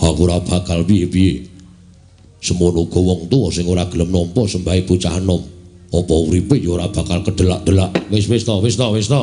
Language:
Javanese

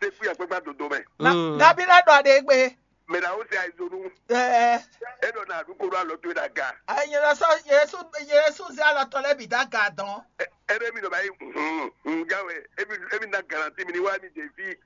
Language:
Fon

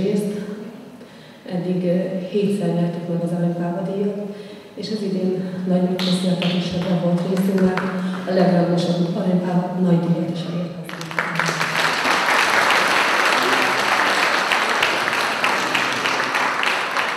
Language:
Hungarian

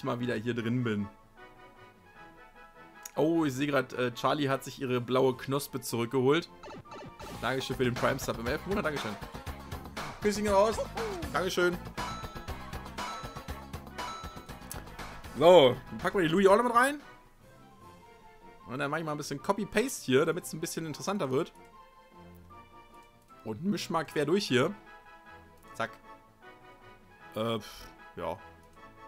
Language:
German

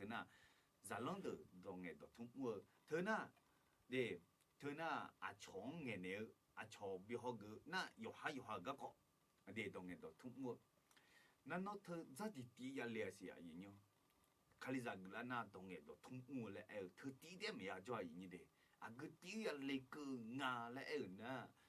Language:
Akha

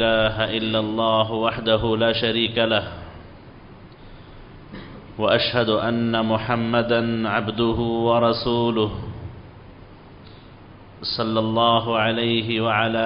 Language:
Urdu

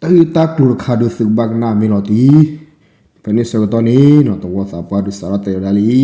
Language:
S'gaw Karen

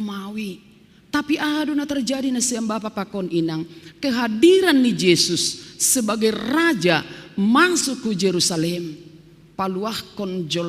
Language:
Batak Simalungun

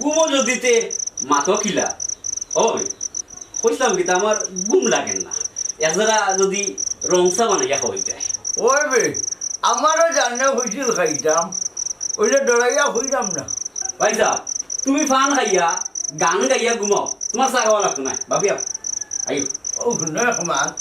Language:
Sylheti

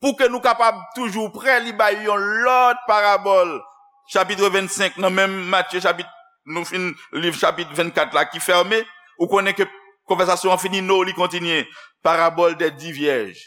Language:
Haitian Creole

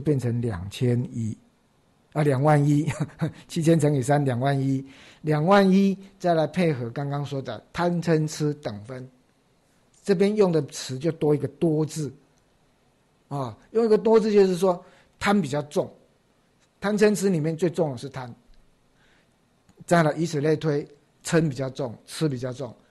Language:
Chinese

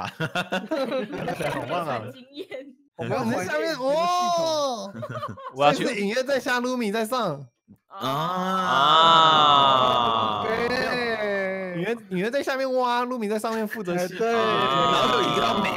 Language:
Chinese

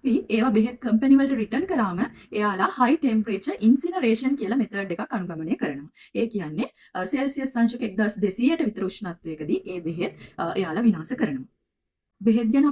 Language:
Sinhala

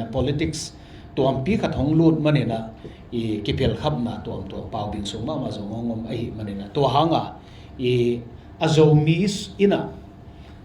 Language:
Tedim Chin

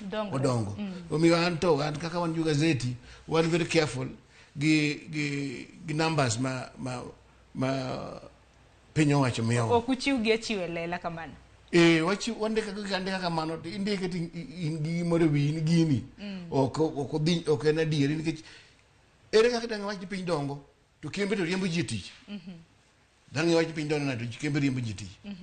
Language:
Luo (Kenya and Tanzania)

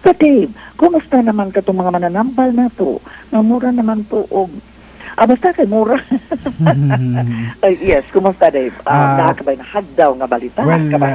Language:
Cebuano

